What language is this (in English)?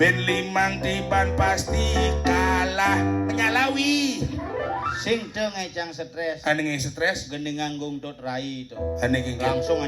Balinese